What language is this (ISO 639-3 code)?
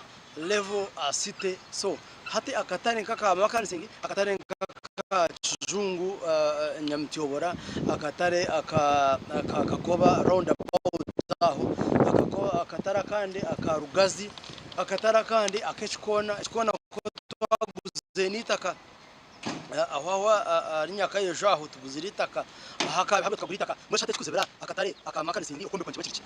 nyn